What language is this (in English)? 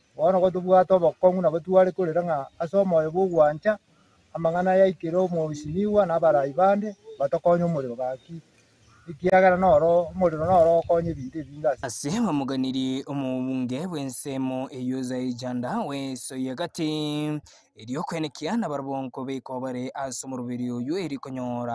Gusii